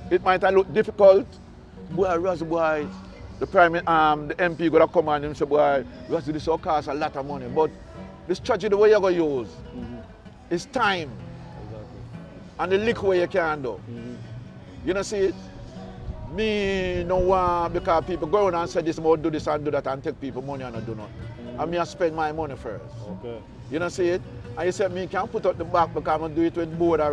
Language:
Jamaican Creole English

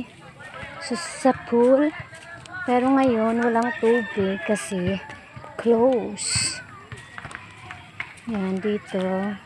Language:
Filipino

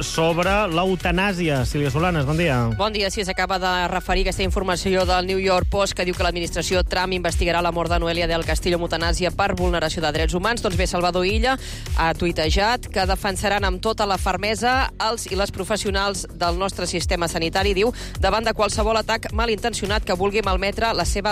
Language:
Catalan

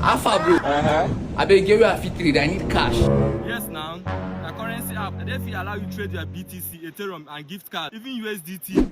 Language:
Nigerian Pidgin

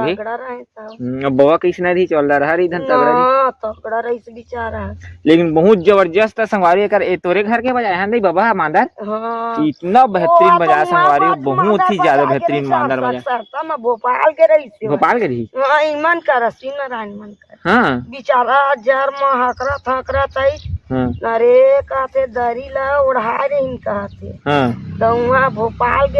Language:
Chhattisgarhi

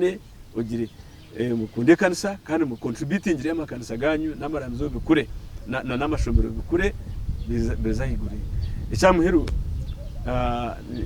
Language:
Nyankole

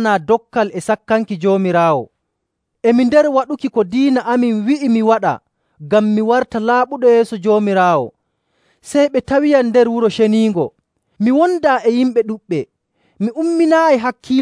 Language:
Nigerian Fulfulde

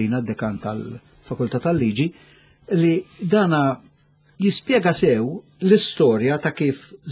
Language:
Maltese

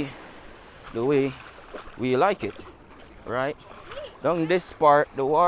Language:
Jamaican Creole English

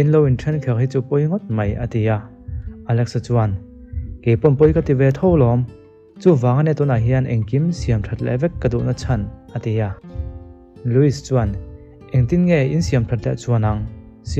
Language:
Mizo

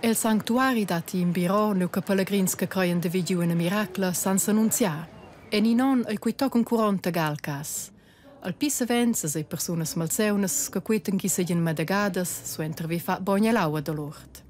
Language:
Romansh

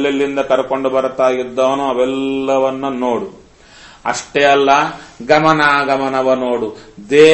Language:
Kannada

